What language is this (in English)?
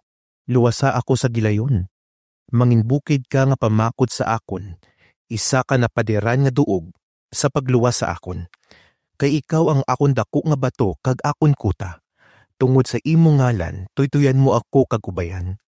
Hiligaynon